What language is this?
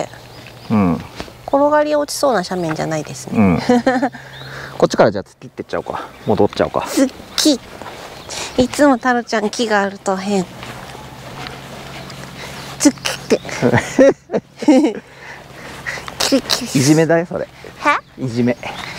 Japanese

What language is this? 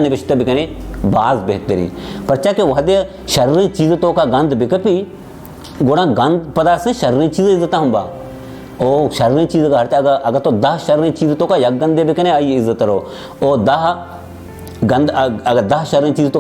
Baluchi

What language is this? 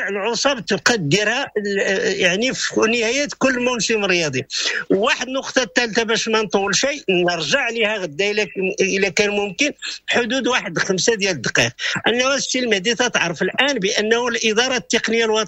Moroccan Arabic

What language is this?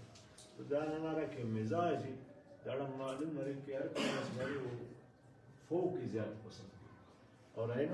Brahui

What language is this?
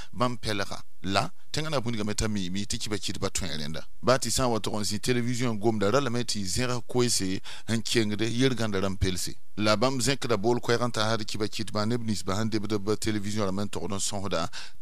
Mossi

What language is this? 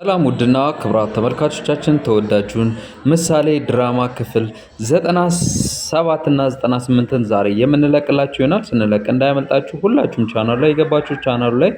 Amharic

